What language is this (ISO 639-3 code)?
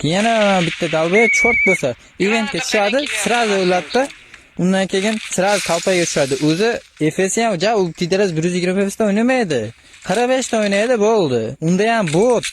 uzb